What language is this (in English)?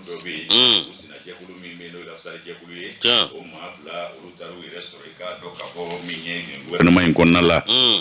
Bambara